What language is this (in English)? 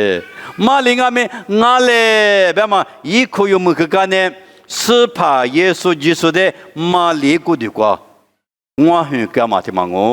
Lisu